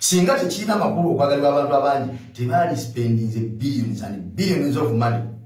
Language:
Ganda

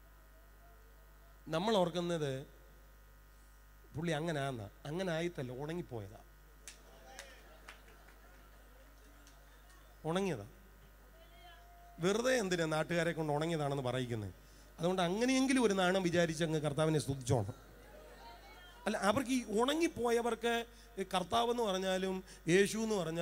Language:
Malayalam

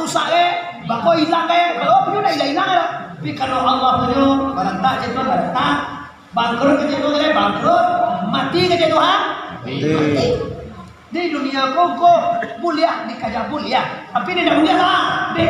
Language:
Minangkabau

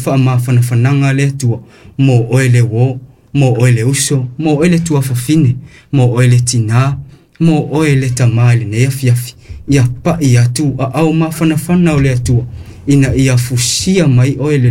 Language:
Samoan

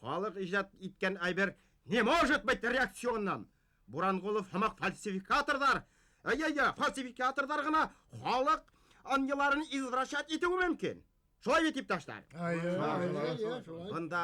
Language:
Bashkir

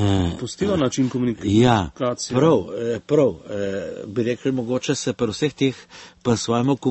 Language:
Slovenian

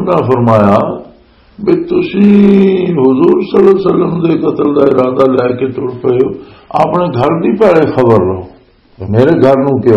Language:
Western Panjabi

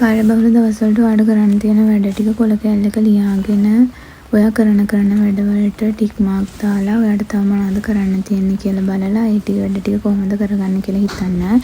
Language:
Sinhala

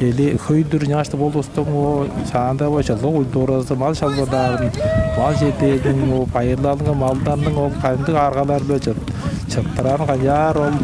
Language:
Tuvinian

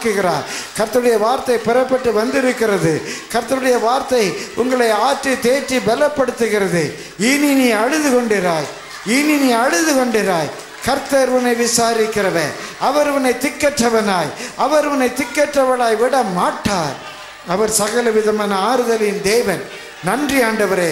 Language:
Tamil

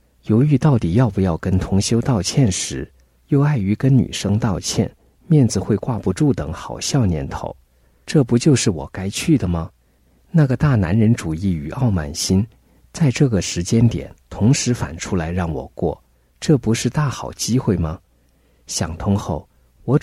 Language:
Chinese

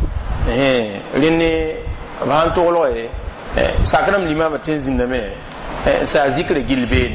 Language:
Mossi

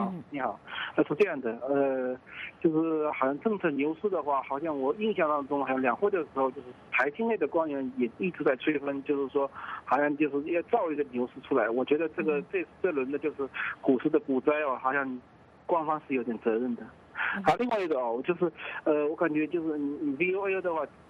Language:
Chinese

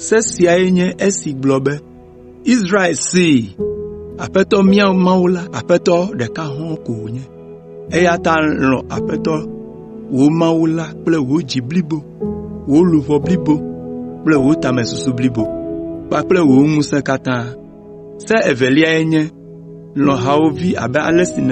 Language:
Ewe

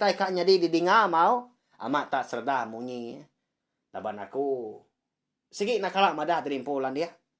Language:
Iban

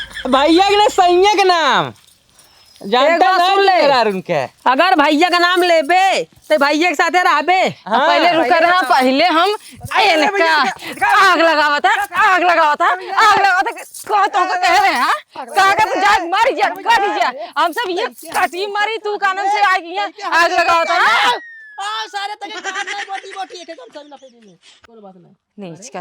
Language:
Awadhi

